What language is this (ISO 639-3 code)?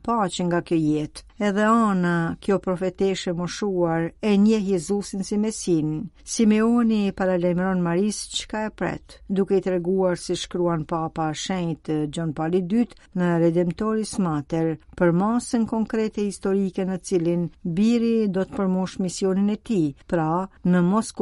sqi